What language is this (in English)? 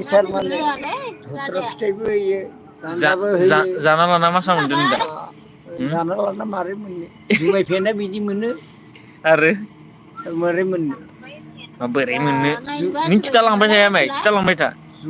Bodo